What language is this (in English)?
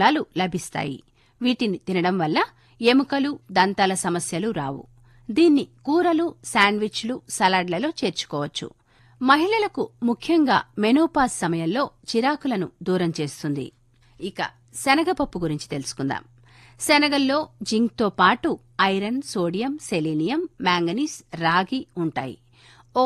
Telugu